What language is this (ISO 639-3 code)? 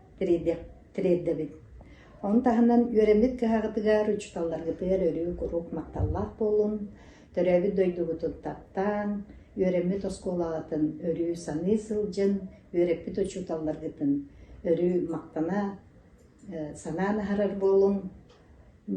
sah